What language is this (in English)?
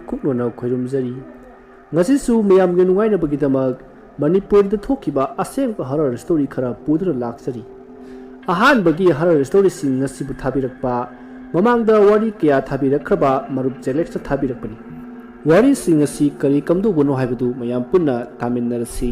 Manipuri